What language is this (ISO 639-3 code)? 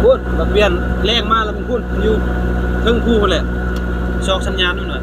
lao